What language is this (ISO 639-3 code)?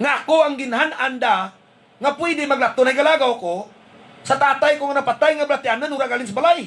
hil